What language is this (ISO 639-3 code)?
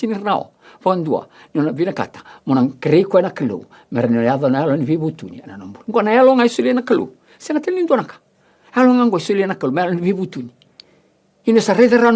fij